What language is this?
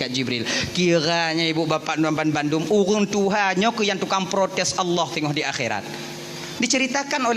Achinese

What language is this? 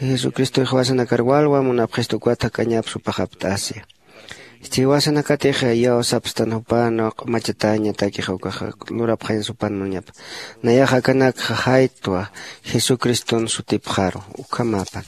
Aymara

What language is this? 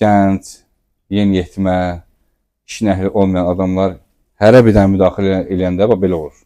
Azerbaijani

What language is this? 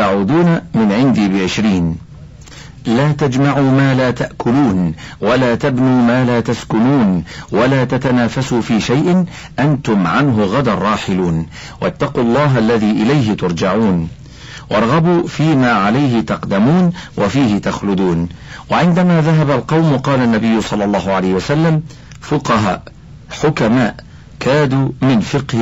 Arabic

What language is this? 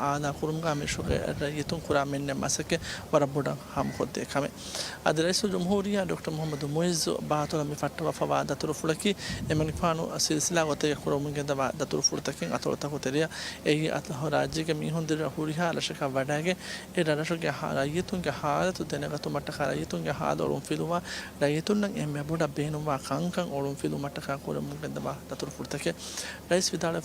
Divehi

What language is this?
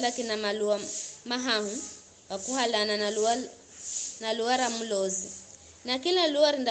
Giryama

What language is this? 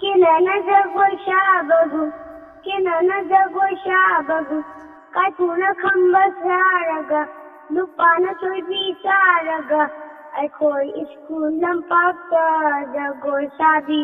Manipuri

